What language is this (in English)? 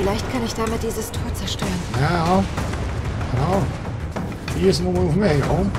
Swiss German